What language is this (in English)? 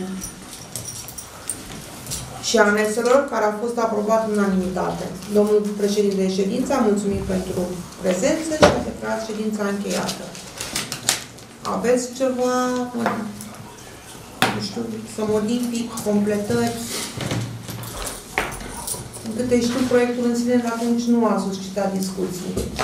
Romanian